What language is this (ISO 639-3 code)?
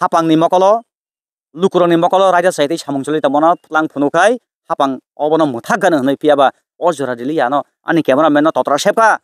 trp